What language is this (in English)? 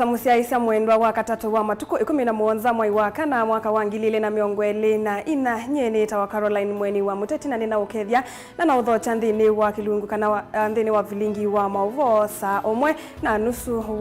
Kamba